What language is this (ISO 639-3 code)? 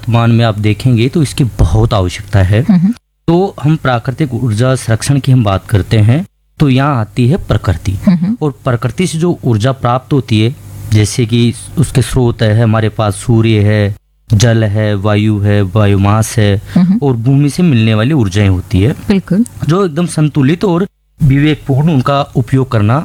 hin